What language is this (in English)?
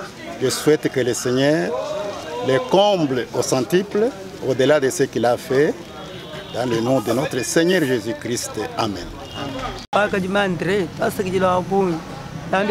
Luba-Lulua